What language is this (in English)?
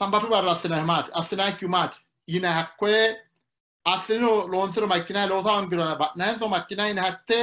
Sidamo